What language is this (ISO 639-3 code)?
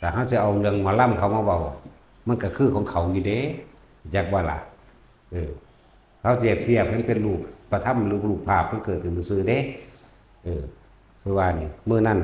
tts